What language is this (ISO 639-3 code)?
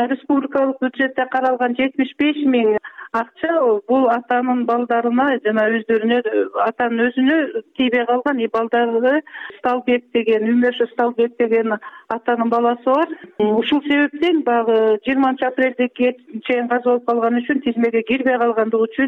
kir